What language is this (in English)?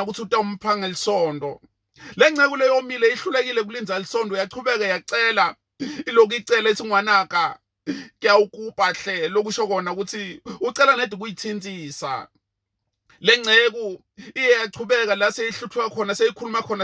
Zulu